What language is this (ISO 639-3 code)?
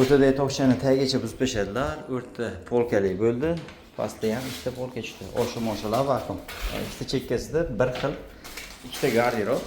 uzb